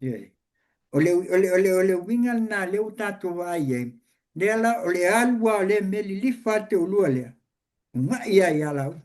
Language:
Samoan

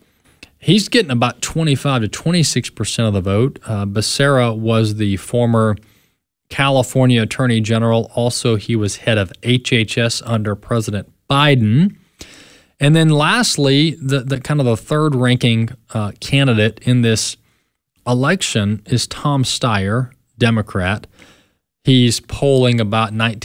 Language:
English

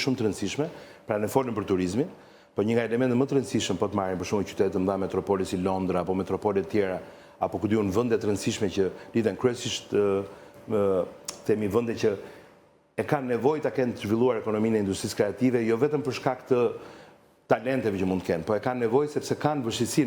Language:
Albanian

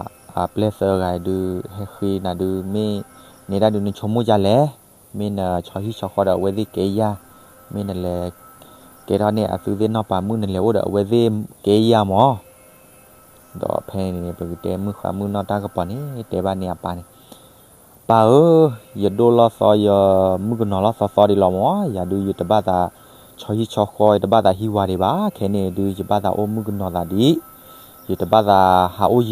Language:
S'gaw Karen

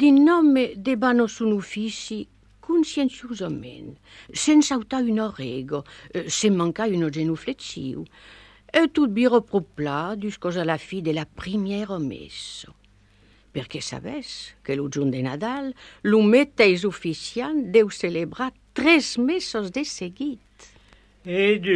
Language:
Occitan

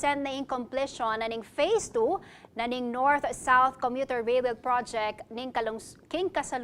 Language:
Pampanga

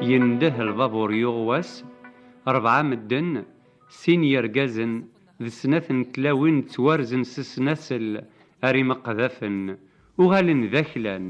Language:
Kabyle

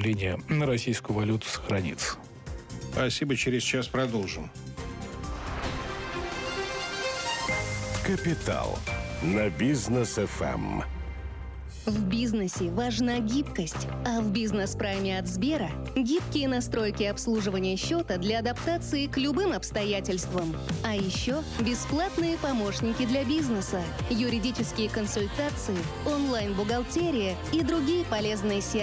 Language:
Russian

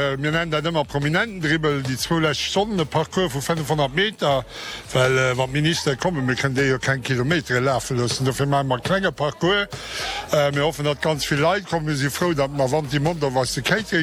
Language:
Luxembourgish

